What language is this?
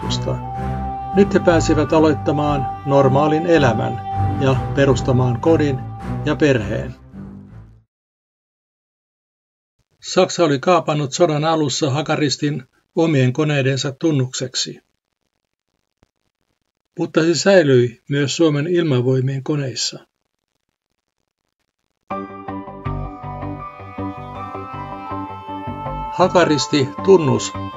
Finnish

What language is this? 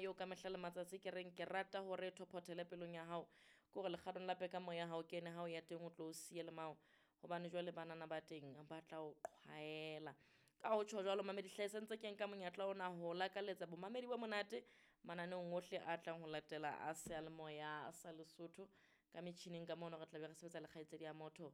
Southern Sotho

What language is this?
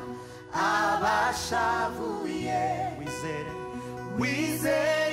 Kinyarwanda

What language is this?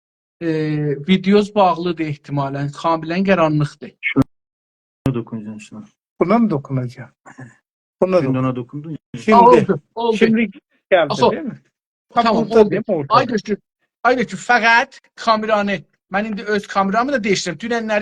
South Azerbaijani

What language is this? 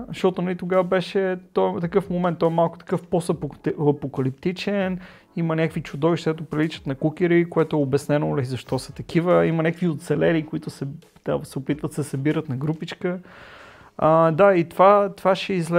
Bulgarian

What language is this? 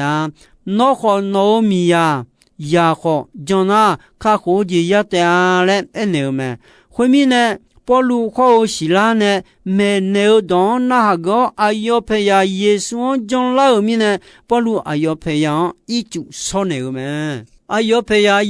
Akha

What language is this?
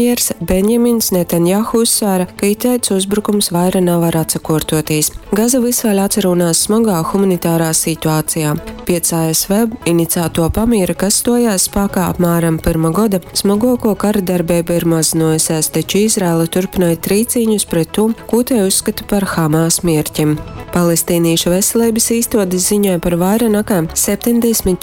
Latgalian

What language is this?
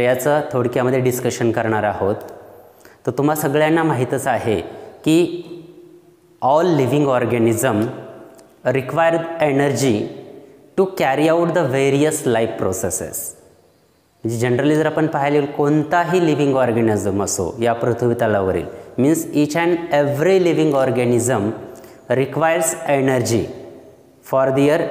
Marathi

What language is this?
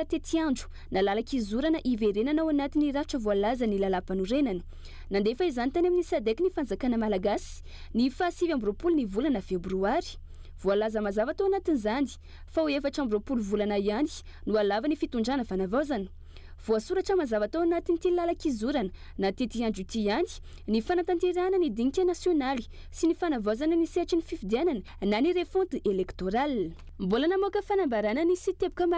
Malagasy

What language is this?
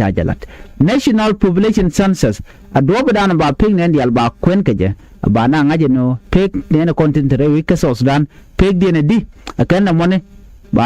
Nuer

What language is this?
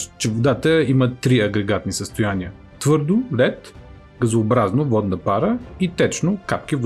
Bulgarian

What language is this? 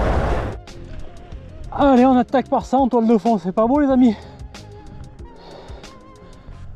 French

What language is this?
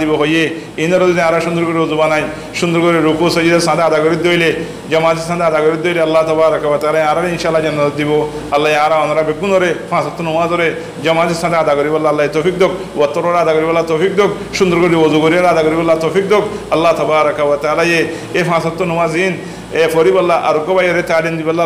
Rohingya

